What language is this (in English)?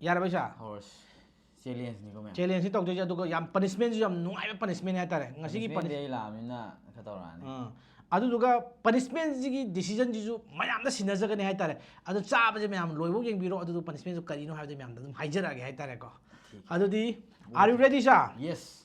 Manipuri